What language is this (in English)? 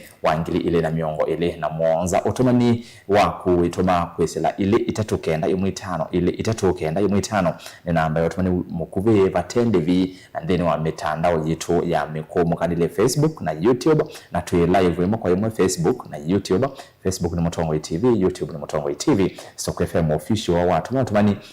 Kamba